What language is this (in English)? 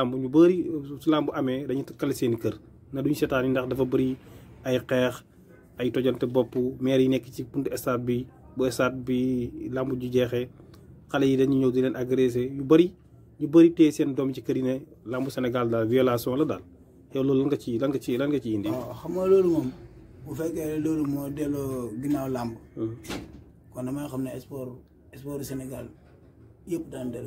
Wolof